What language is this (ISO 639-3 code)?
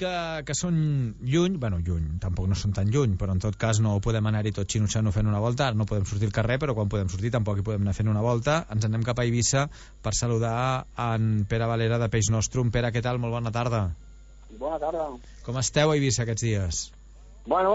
cat